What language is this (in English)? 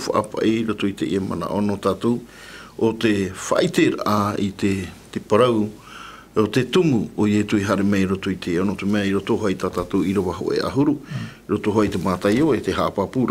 Tahitian